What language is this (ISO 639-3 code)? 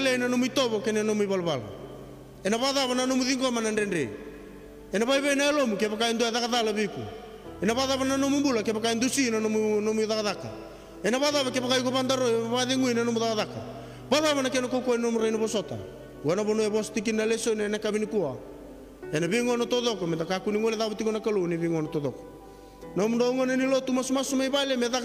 fij